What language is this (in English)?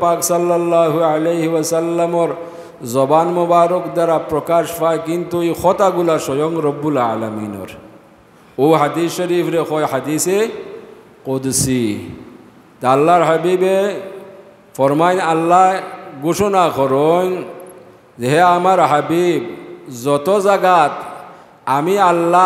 Sylheti